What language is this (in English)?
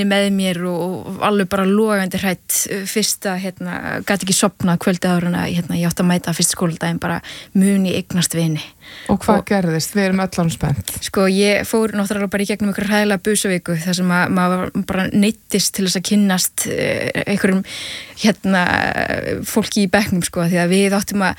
Icelandic